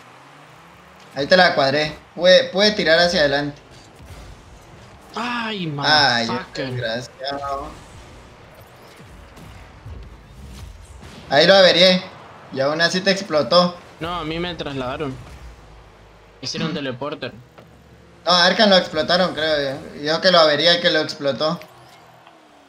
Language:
Spanish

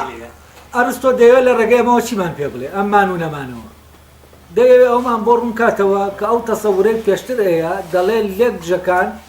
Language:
Central Kurdish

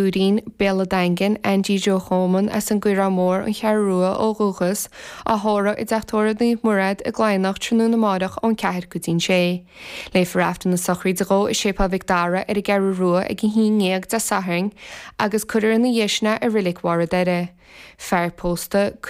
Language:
Irish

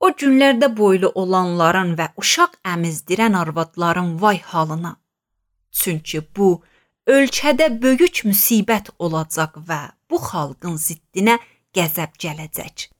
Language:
Azerbaijani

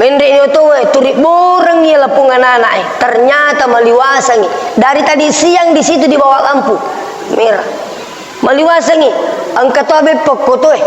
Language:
Buginese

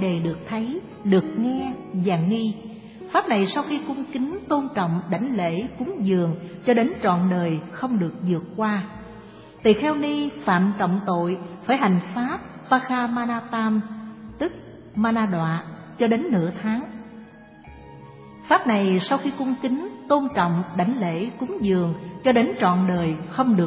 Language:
Vietnamese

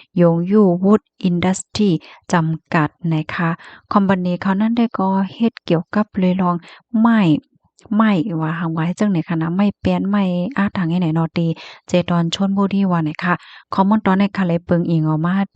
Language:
Shan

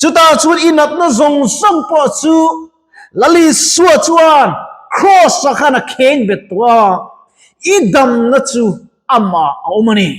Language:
Mizo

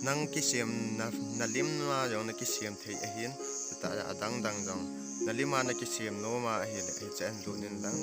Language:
Thado Chin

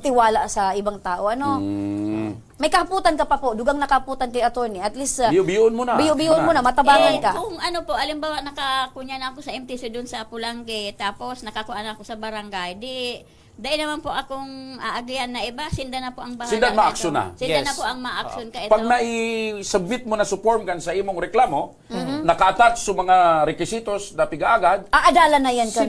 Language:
Bikol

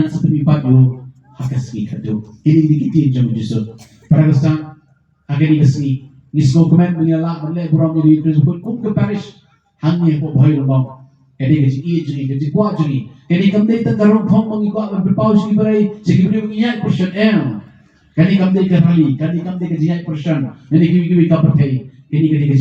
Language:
Khasi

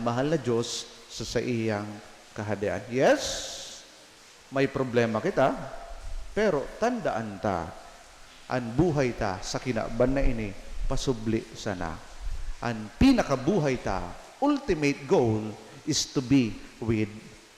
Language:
Bikol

